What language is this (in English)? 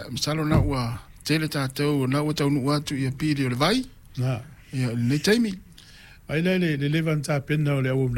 Samoan